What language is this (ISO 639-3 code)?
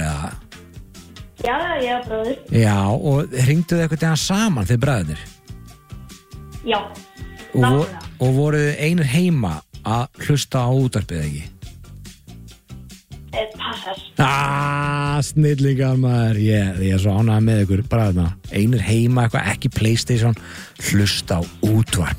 isl